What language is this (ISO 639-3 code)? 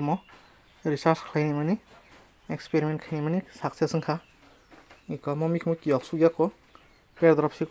trp